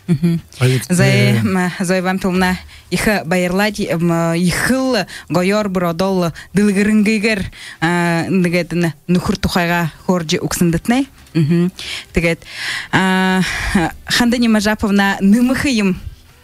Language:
Buriat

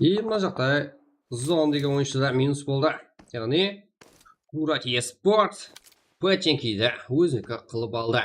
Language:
Kara-Kalpak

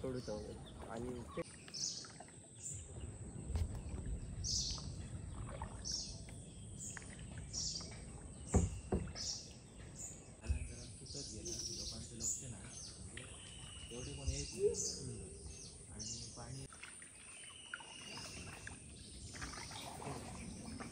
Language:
Marathi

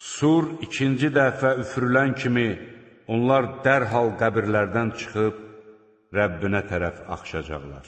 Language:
Azerbaijani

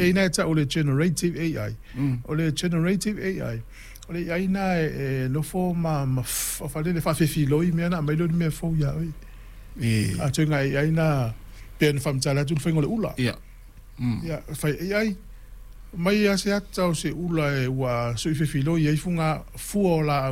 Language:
Samoan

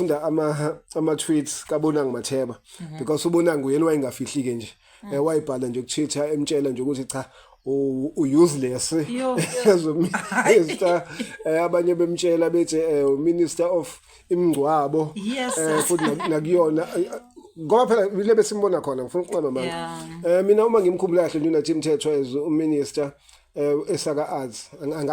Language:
Zulu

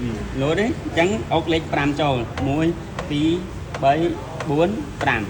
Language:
Khmer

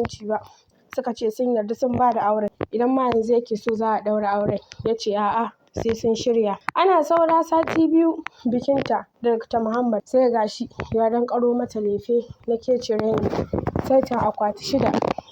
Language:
Hausa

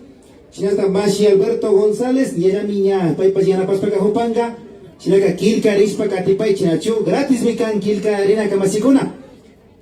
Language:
Imbabura Highland Quichua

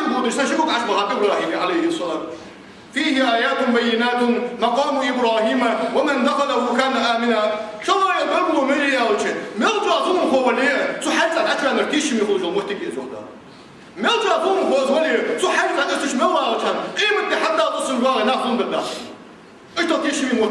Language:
Ingush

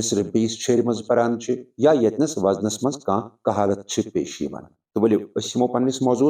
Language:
Kashmiri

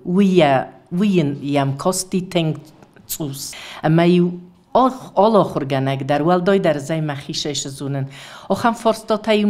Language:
Ossetic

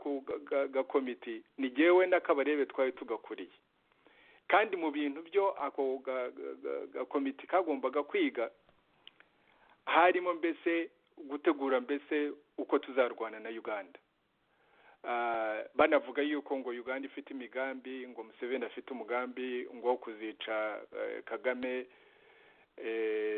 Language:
Kinyarwanda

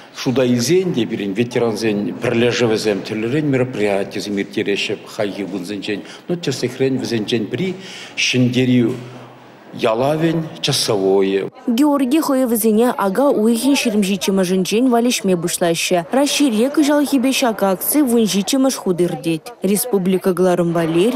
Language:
Chuvash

